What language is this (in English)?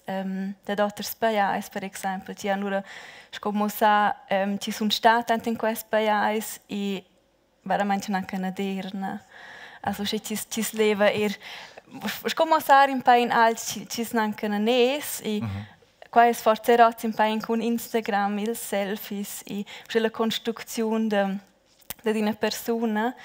Romansh